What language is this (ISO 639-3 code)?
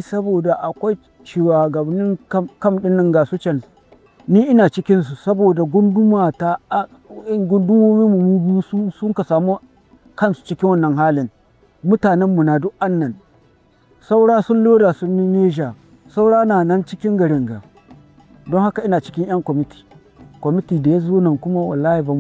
hau